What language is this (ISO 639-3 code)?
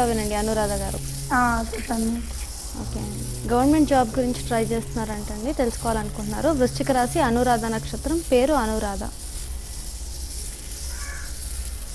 tel